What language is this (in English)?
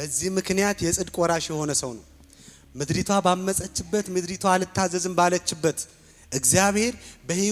Amharic